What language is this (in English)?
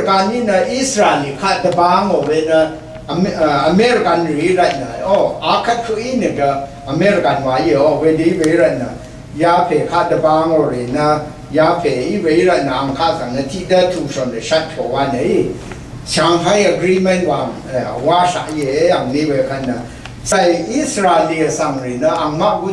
Rawang